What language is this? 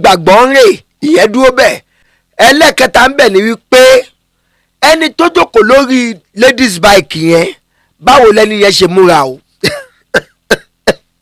Yoruba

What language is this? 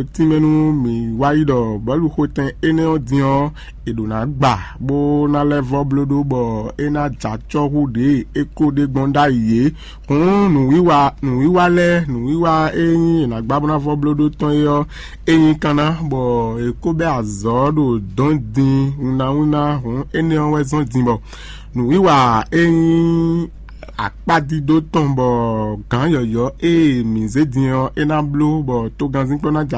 Fon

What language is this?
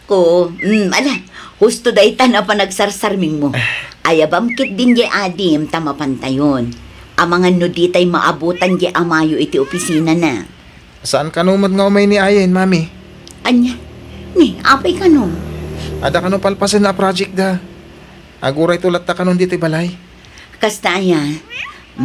Iloko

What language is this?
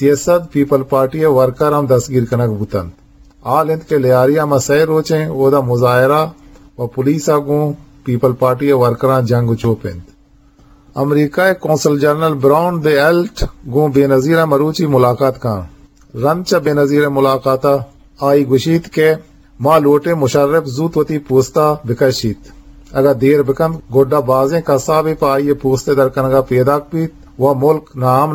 Eastern Balochi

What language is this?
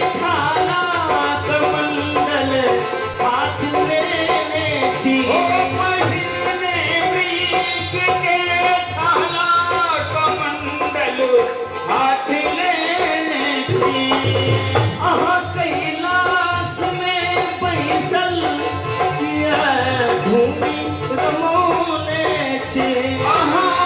Maithili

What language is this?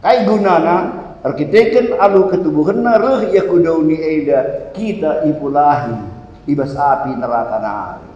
Batak Karo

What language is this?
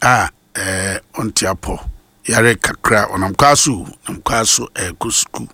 Akan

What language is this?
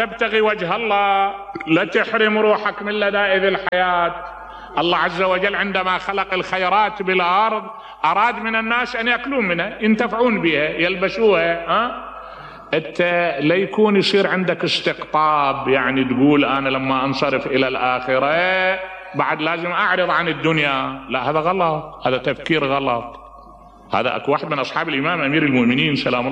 Mesopotamian Arabic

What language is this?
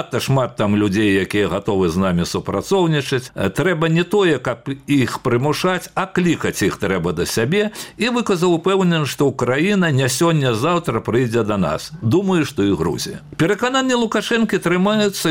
Belarusian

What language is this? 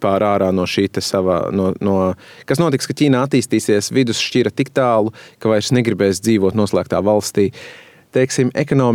Latvian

